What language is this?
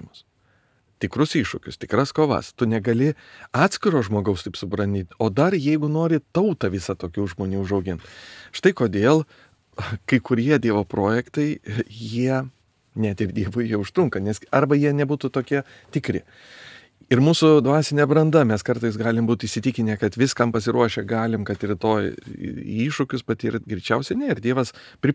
Lithuanian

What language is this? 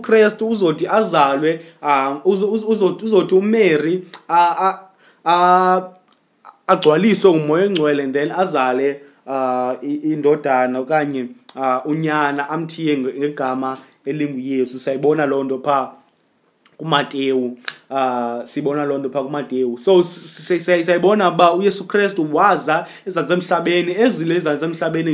Xhosa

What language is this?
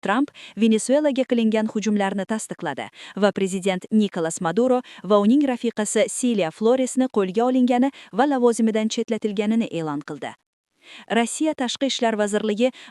Uzbek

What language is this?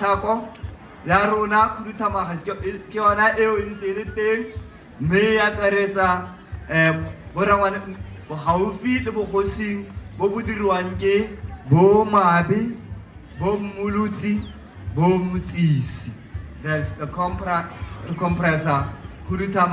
Tswana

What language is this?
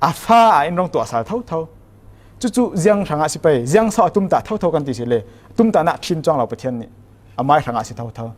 Falam Chin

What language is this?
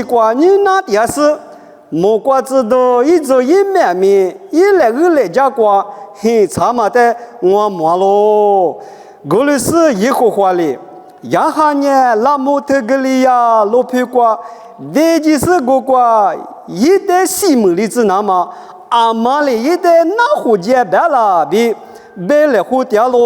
Lisu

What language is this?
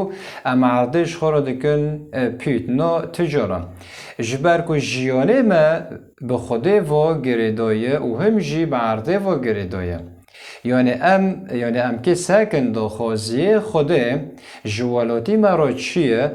Kurdish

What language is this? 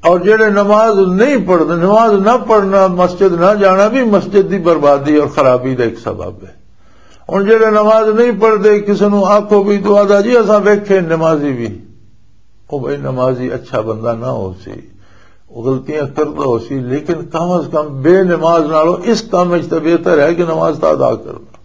Western Panjabi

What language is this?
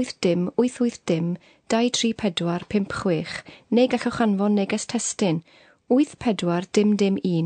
Welsh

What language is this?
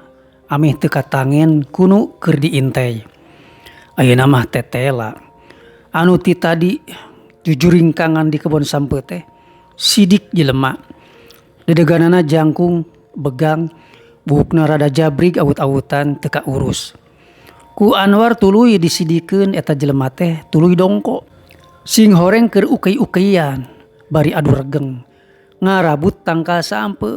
Sundanese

